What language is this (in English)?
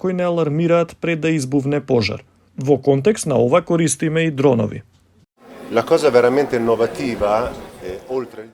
Macedonian